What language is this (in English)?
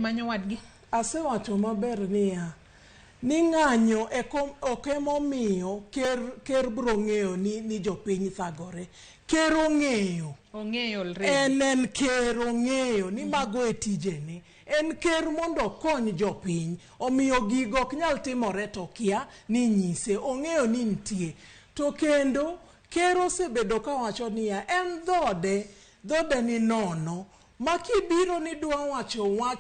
Luo (Kenya and Tanzania)